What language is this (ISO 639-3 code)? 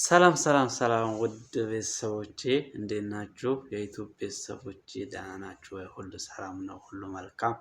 amh